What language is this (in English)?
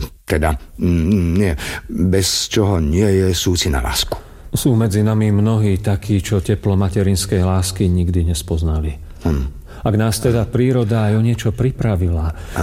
Slovak